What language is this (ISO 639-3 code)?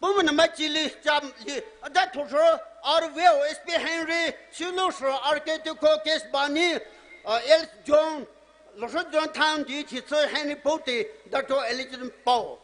pmx